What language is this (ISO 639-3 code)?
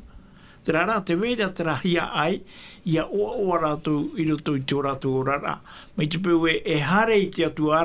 tah